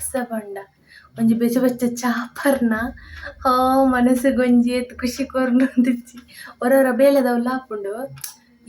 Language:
Tulu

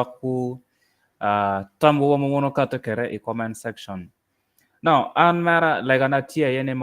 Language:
Acoli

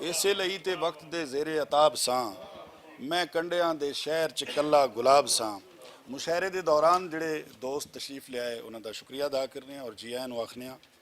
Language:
Western Panjabi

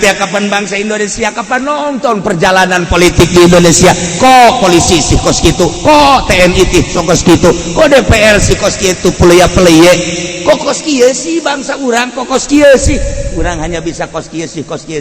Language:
Sundanese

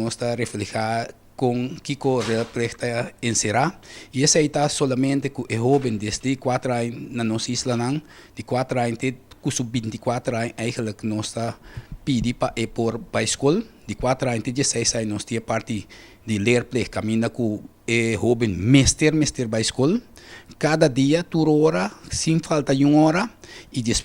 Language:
Papiamento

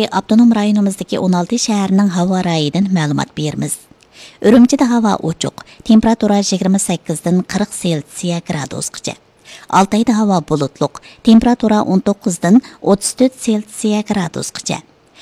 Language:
Uyghur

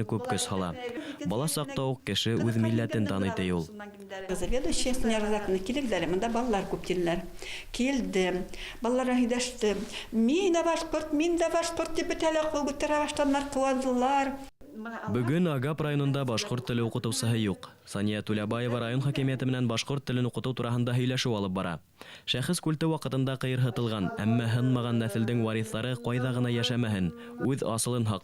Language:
Bashkir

